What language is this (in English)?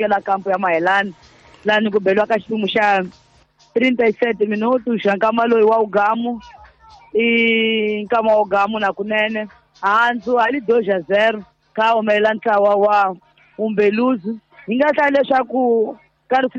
Tsonga